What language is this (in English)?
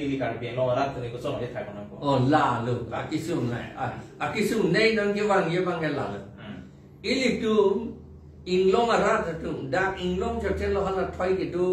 Karbi